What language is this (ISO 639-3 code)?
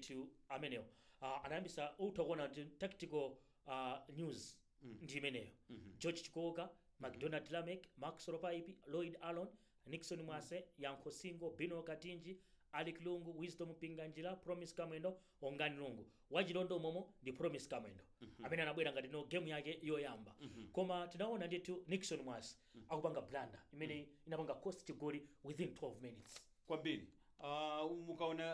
nya